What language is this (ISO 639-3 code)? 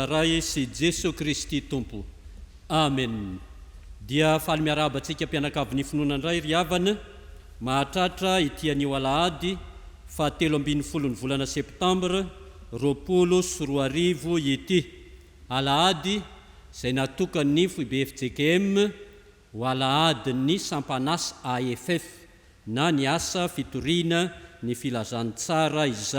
mlg